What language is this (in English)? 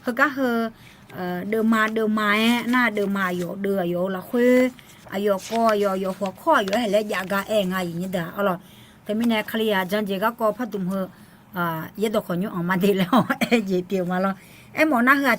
Akha